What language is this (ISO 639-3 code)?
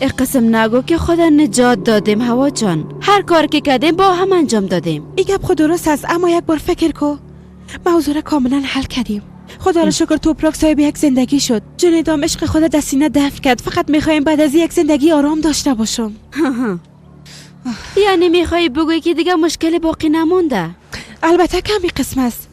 fas